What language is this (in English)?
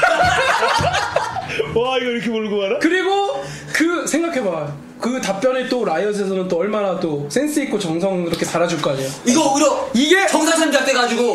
Korean